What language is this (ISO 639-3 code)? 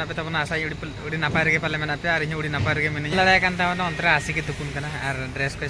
sat